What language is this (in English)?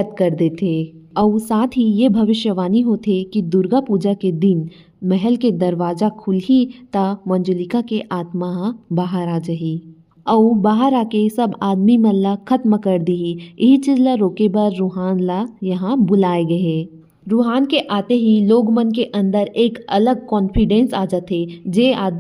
Chhattisgarhi